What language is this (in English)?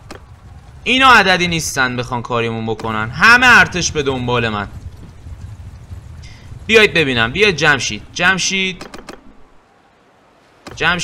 Persian